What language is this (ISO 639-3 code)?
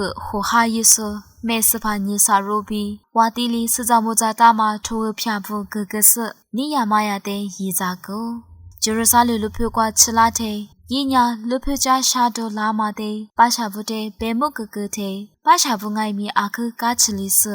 lis